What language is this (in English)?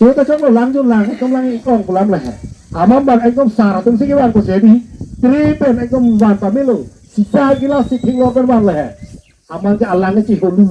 Karbi